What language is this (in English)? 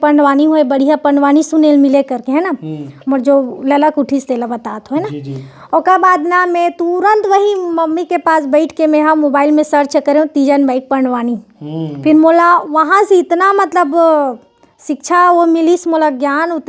Chhattisgarhi